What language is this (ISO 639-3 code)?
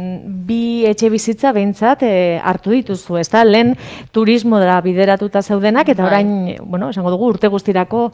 eus